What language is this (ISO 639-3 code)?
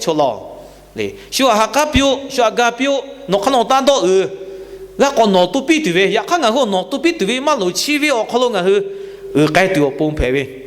lhu